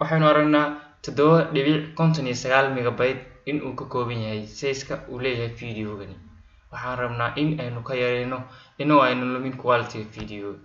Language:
Somali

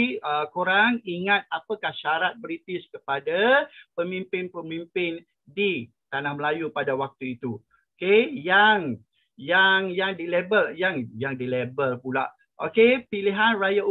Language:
Malay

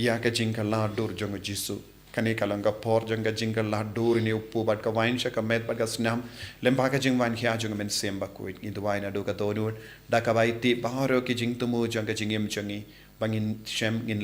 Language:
Khasi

